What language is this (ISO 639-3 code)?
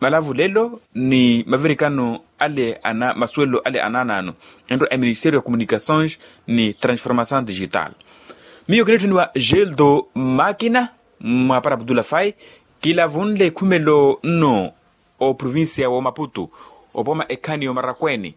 vmw